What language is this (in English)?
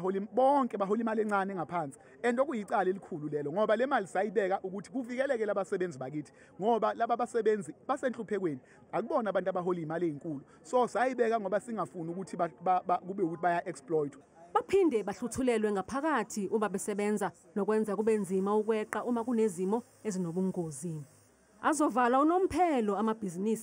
Zulu